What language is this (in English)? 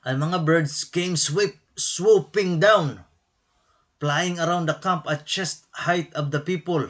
Waray